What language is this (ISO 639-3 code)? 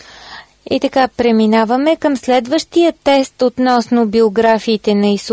bul